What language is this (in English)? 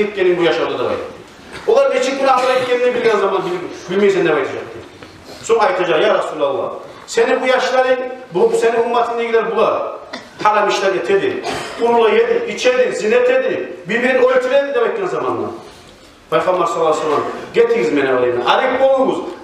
Kumyk